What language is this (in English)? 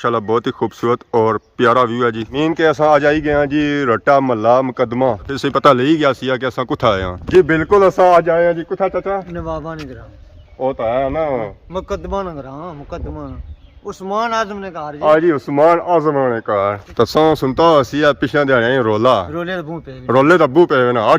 Pahari-Potwari